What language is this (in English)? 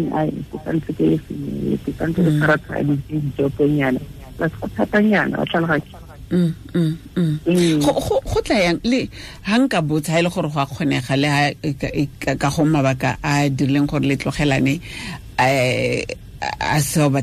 Tswana